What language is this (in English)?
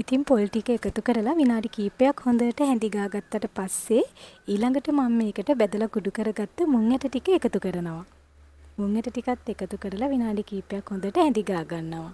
Sinhala